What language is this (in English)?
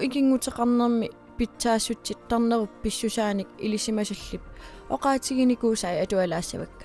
Kalaallisut